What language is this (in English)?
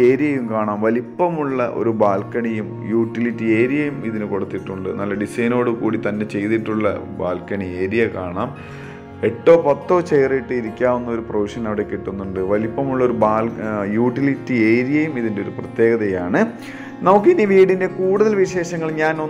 Malayalam